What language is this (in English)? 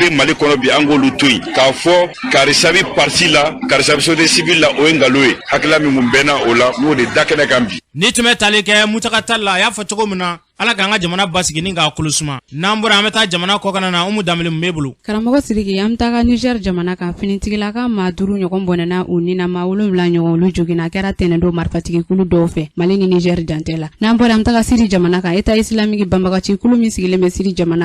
Bambara